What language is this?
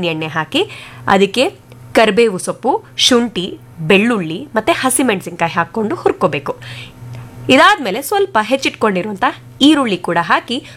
Kannada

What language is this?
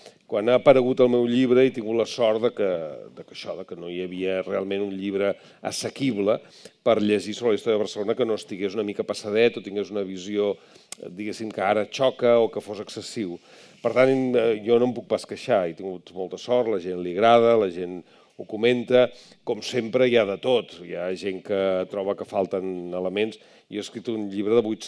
Catalan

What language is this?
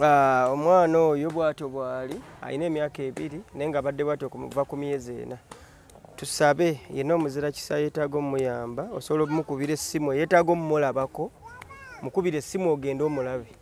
Ganda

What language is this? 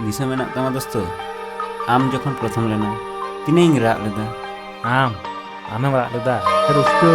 Santali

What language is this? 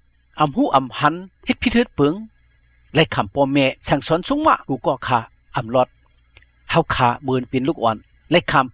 Shan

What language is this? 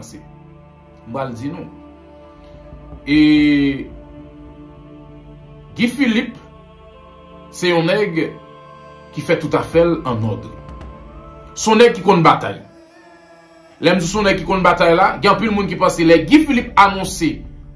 Haitian Creole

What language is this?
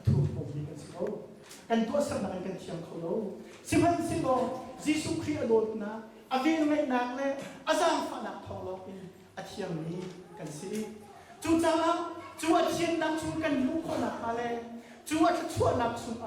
Hakha Chin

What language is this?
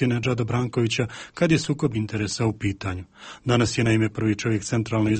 Croatian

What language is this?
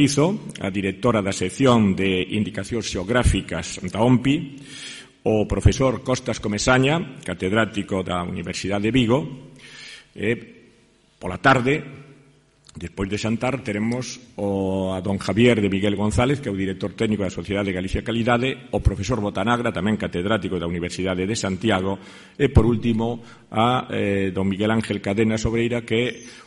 Galician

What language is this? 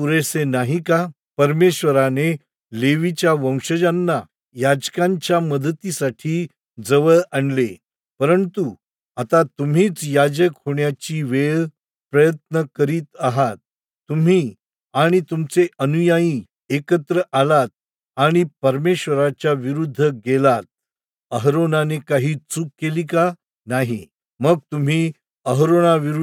Marathi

